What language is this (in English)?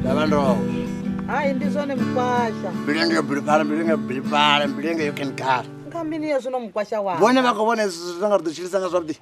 Venda